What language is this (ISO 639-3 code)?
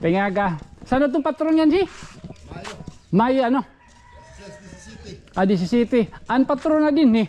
war